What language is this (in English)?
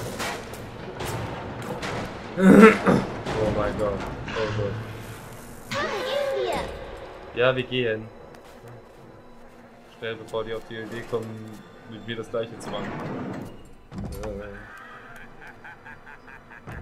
German